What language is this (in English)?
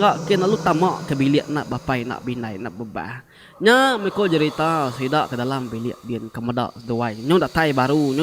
Iban